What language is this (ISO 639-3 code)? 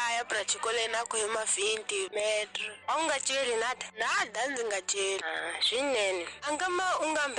tso